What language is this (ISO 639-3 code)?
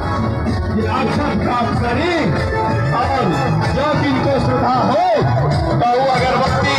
mai